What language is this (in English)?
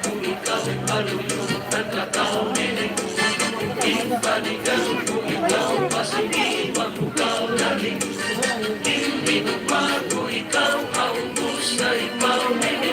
Waray